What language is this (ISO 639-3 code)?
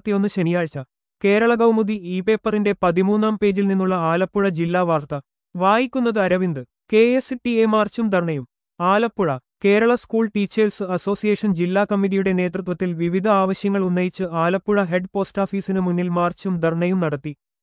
mal